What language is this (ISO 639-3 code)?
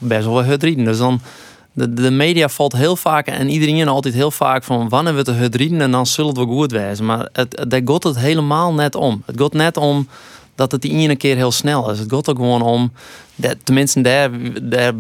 fry